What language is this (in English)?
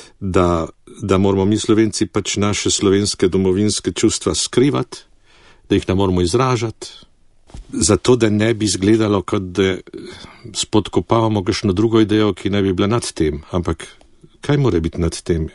Slovenian